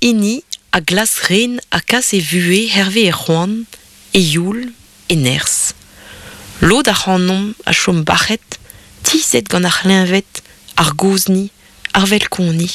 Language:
Breton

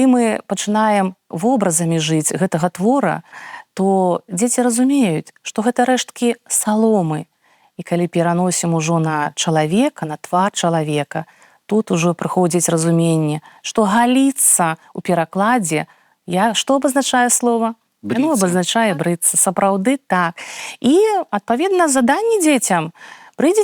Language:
Belarusian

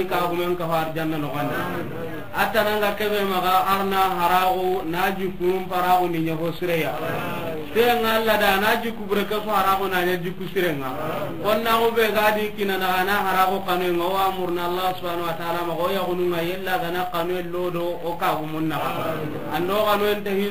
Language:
Soninke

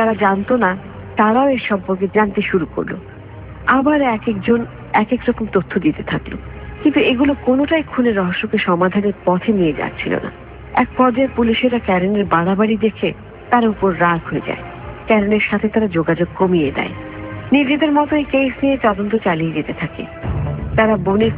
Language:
Bangla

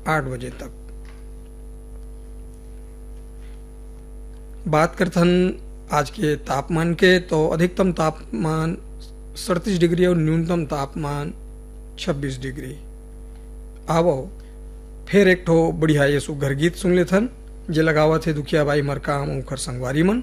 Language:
Chhattisgarhi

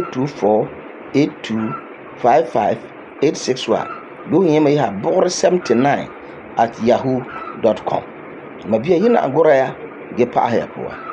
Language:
Frafra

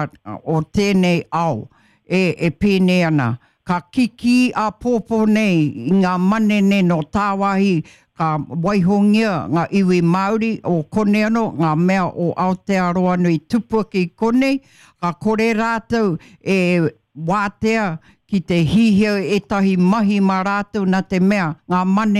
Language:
Māori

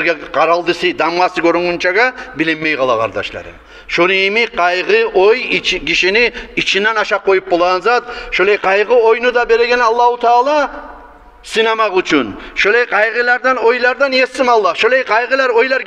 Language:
Kumyk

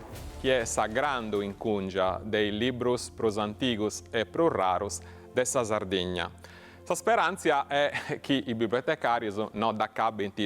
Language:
Sardinian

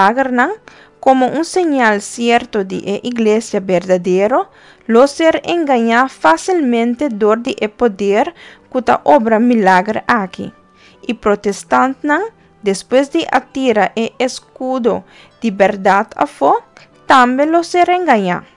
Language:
Papiamento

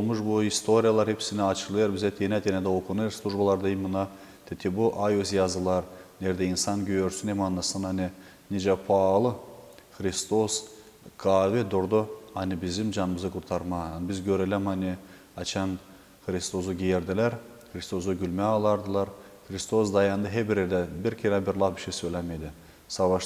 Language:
Gagauz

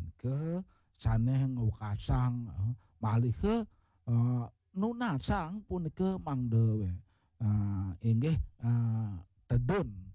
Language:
Balinese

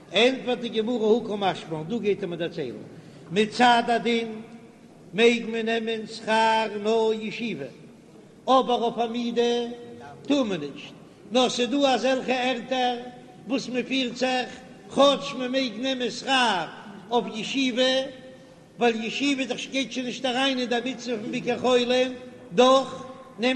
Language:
Yiddish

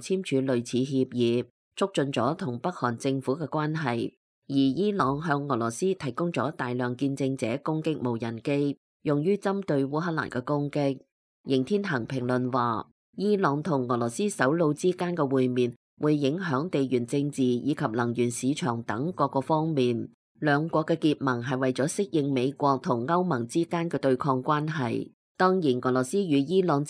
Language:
Cantonese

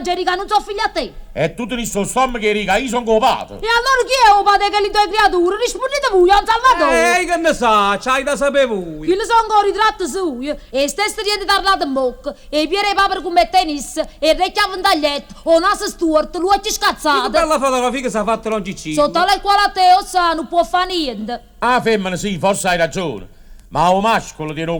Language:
Neapolitan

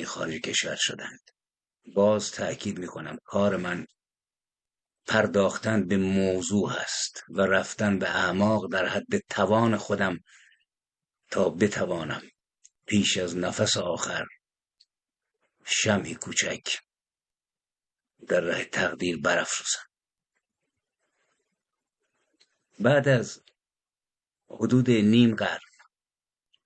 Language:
Persian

